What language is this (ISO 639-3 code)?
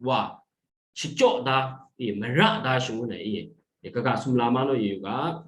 kac